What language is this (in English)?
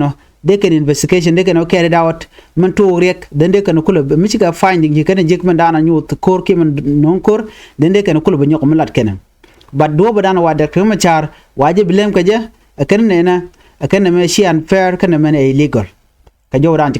Nuer